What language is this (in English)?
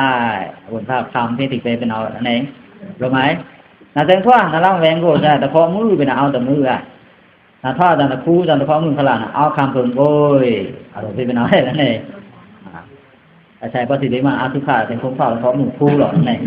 Pa'o Karen